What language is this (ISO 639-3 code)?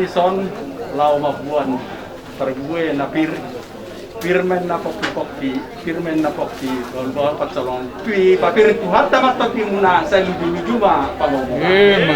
bbc